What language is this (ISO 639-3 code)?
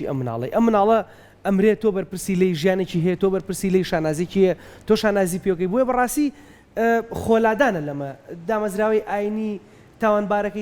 ckb